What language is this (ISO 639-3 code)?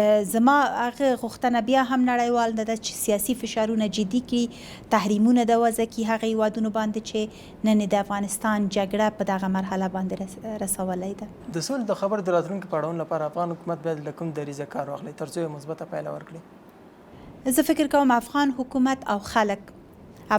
pus